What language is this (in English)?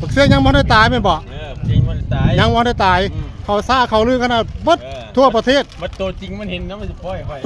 Northeastern Thai